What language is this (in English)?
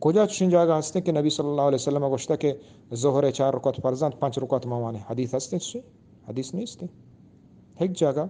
Eastern Balochi